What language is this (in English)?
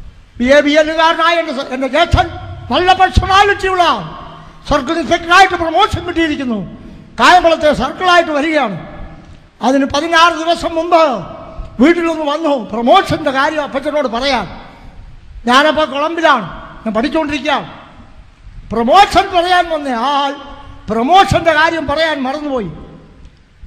Malayalam